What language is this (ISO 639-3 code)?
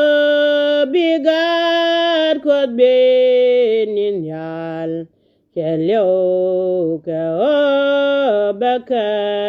nus